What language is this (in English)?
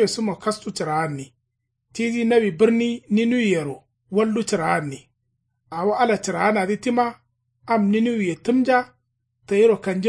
Kanuri